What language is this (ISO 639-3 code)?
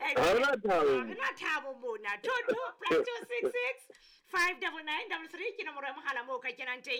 sot